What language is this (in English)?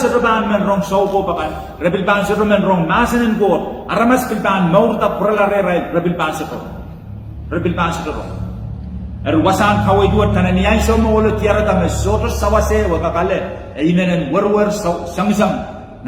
Pohnpeian